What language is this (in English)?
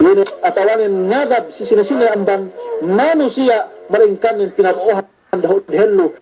Yakan